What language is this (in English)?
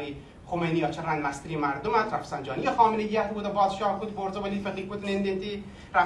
Baluchi